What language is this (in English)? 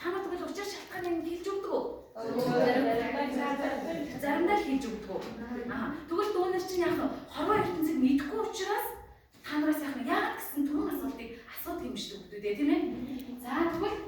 Mongolian